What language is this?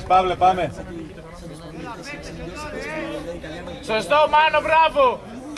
Greek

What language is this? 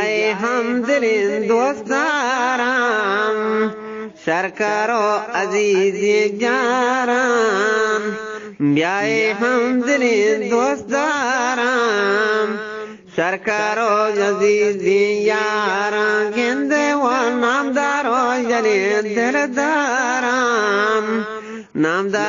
Eastern Balochi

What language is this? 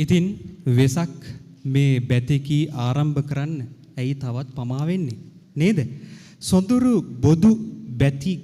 Sinhala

